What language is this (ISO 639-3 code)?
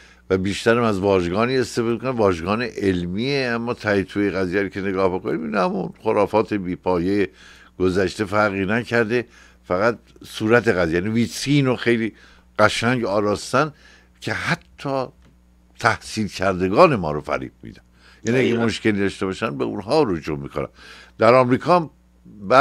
fas